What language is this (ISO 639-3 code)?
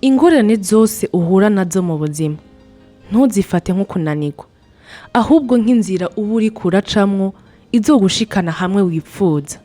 run